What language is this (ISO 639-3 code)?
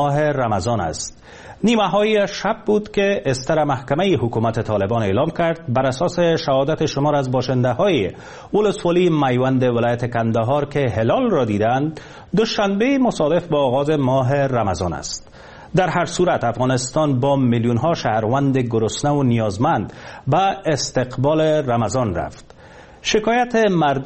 fas